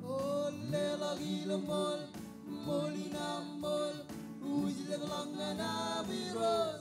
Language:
Marshallese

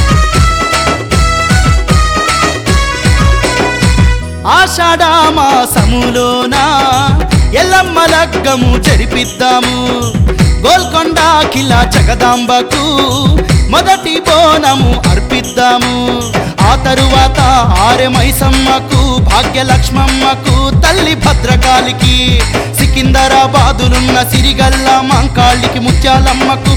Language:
Telugu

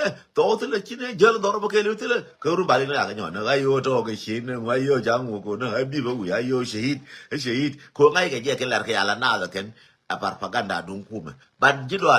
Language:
Nuer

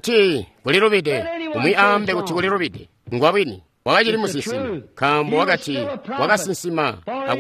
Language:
Tonga (Zambia)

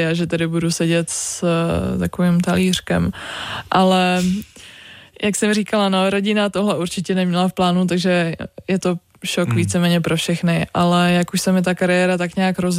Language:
Czech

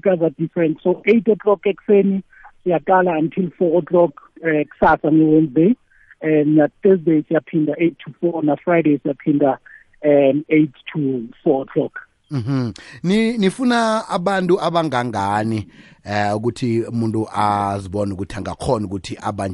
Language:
South Ndebele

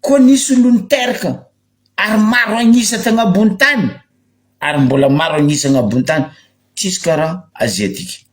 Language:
Malagasy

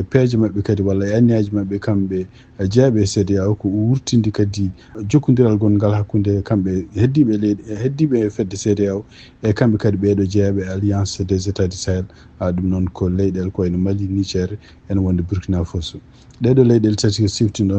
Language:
Fula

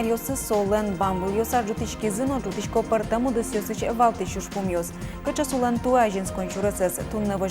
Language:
Udmurt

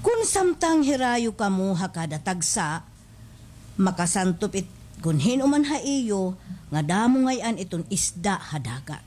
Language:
Waray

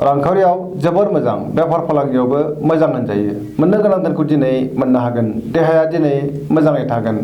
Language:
Bodo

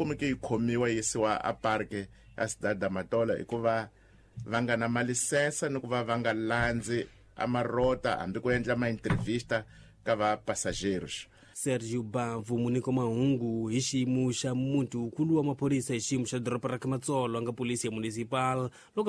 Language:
Tsonga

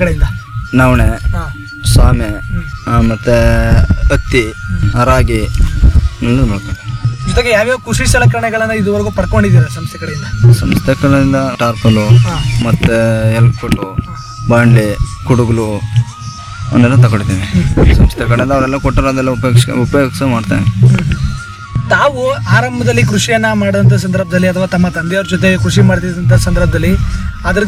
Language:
Kannada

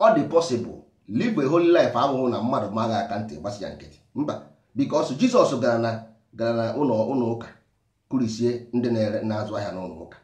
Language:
Igbo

